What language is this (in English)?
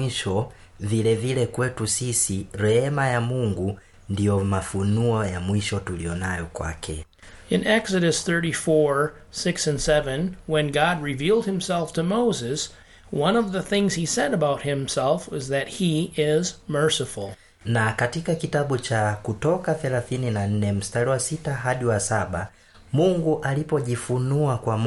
Swahili